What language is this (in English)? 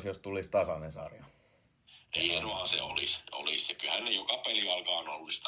Finnish